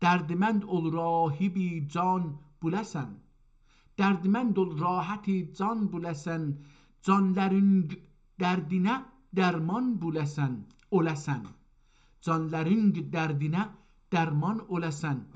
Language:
South Azerbaijani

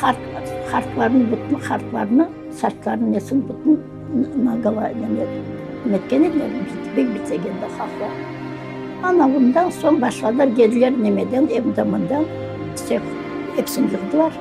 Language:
Crimean Tatar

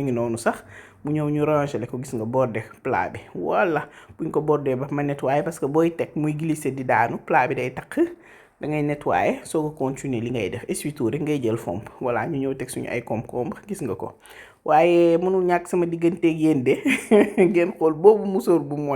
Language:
Wolof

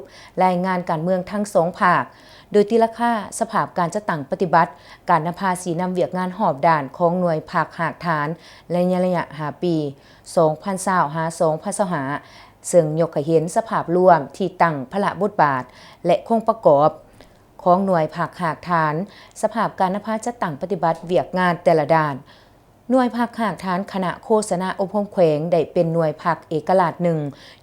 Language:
Lao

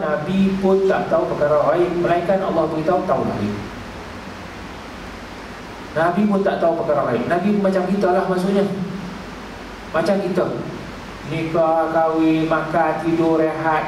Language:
Malay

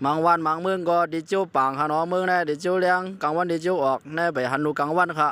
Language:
Shan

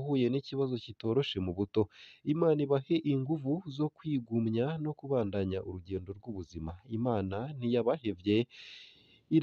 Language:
Rundi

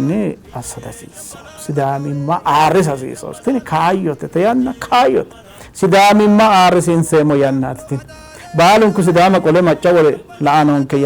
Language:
Sidamo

